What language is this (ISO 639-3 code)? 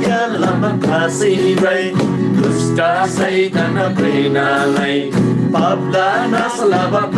taj